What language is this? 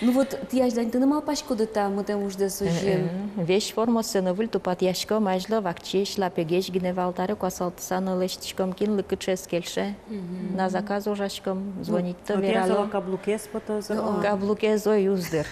Udmurt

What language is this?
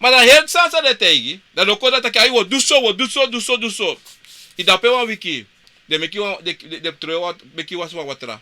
Sranan Tongo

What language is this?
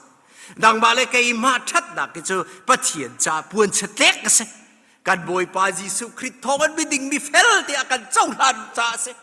Hakha Chin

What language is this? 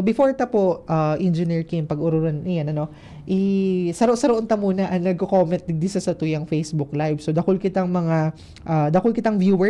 Bikol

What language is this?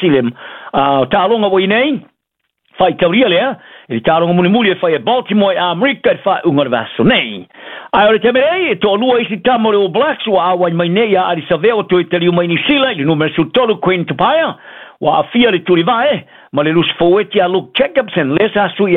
Samoan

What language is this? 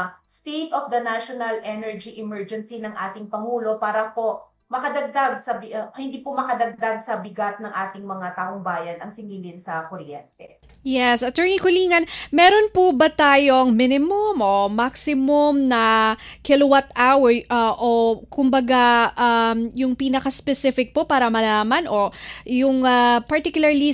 Filipino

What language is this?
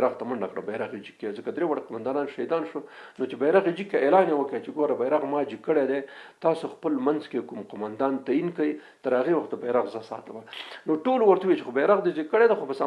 Pashto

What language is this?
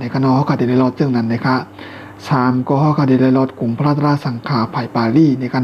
Shan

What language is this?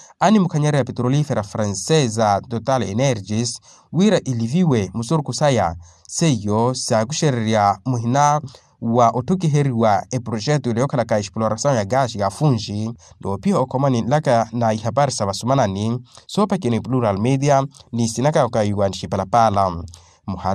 Makhuwa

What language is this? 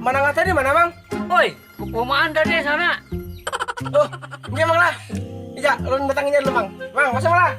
Banjar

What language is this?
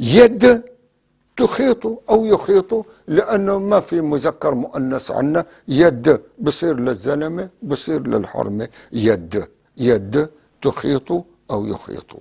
North Levantine Arabic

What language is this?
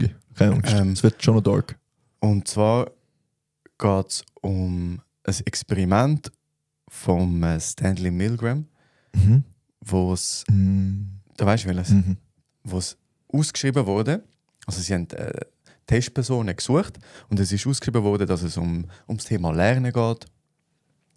Swiss German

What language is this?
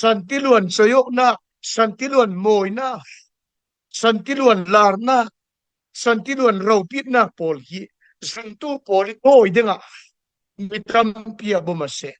Falam Chin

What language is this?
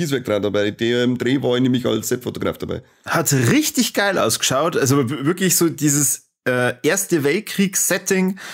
Bavarian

